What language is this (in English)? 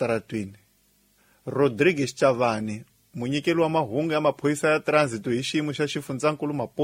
Tsonga